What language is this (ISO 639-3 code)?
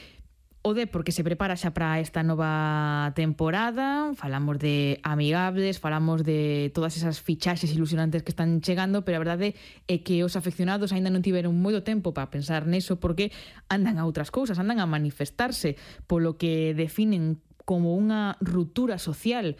glg